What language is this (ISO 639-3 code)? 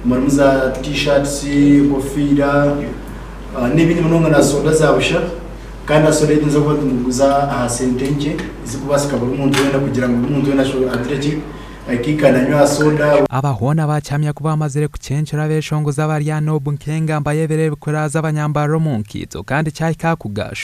nyn